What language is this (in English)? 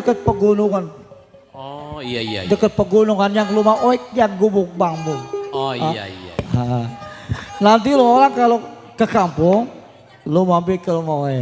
Betawi